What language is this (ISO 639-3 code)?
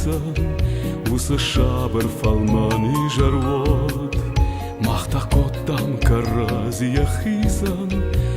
oss